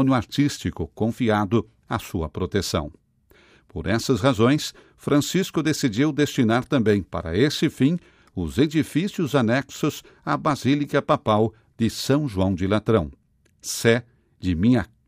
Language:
Portuguese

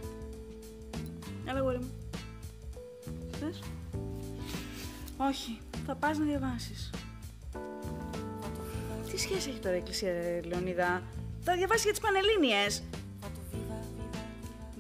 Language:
Greek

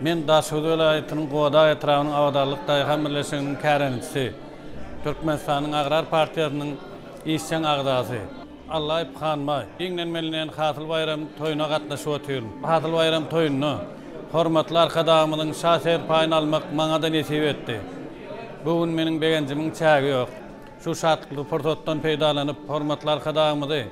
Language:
Turkmen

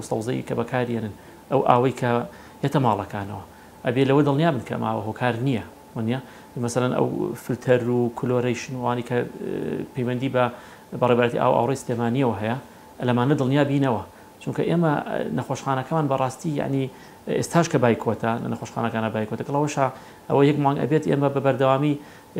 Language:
Central Kurdish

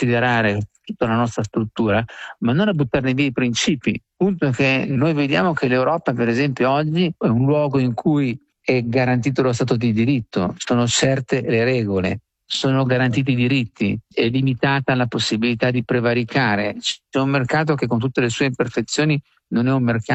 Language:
Italian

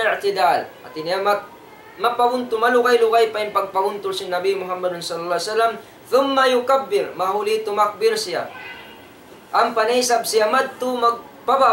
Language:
Tausug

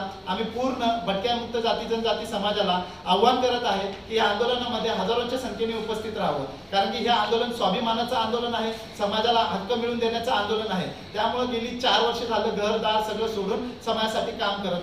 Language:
Marathi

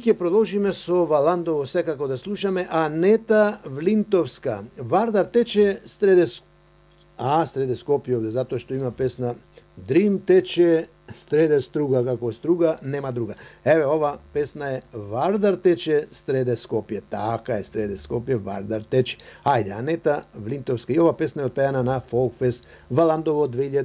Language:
Macedonian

